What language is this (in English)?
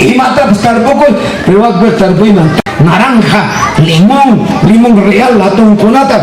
Ayacucho Quechua